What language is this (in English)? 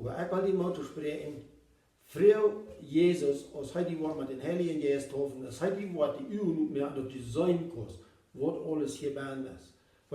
Plautdietsch